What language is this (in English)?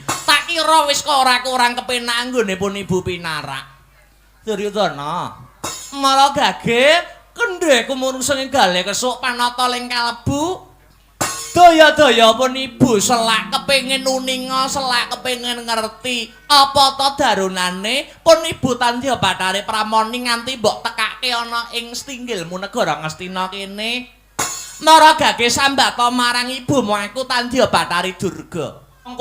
Javanese